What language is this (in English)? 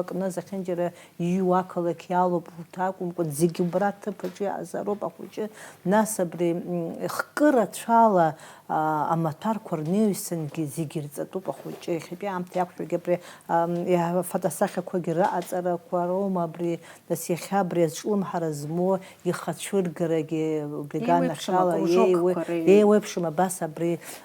Abkhazian